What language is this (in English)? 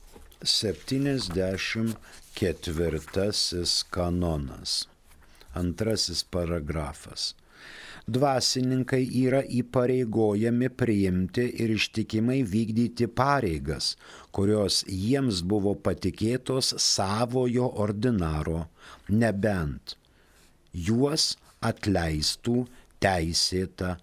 Lithuanian